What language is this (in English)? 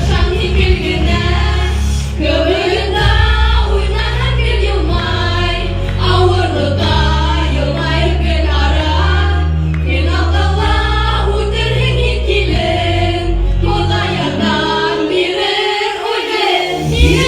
Bashkir